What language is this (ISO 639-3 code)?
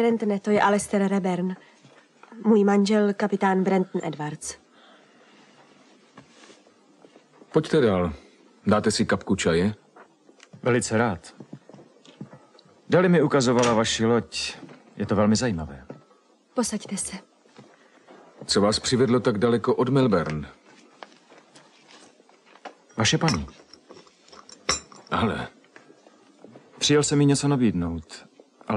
ces